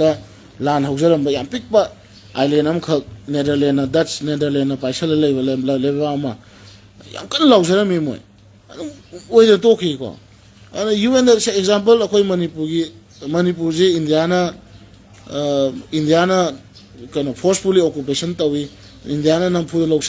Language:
Manipuri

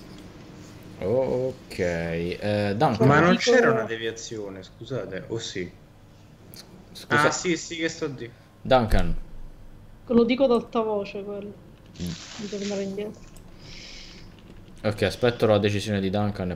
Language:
Italian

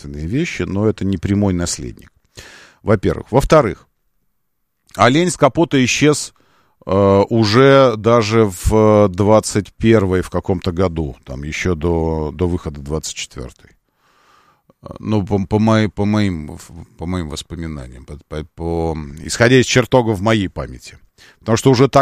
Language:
Russian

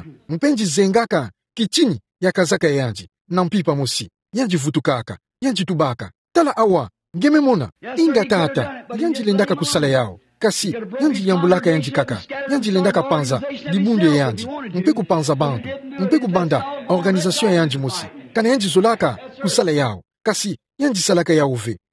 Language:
Kituba (Democratic Republic of Congo)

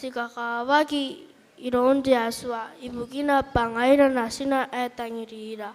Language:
Gilbertese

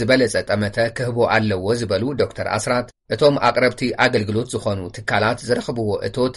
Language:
Tigrinya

